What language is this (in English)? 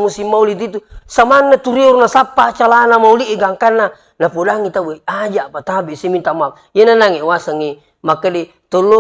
Buginese